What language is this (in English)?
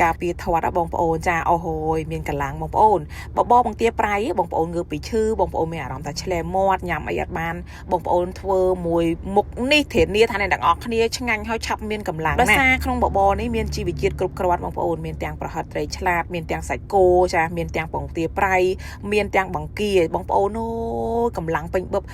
Khmer